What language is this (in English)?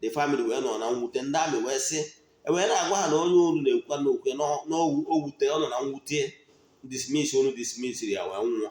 Igbo